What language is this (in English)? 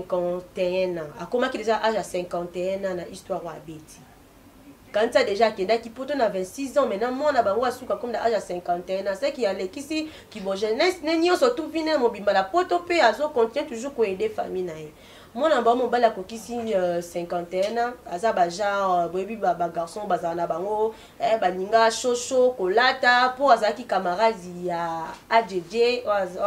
Lingala